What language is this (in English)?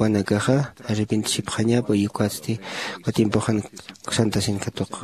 Aymara